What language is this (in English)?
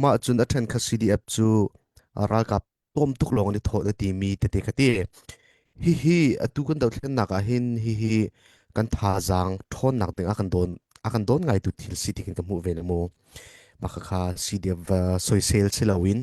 Hakha Chin